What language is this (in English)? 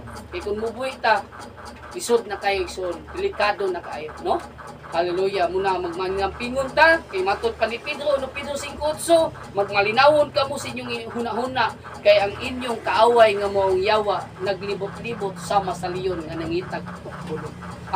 Cebuano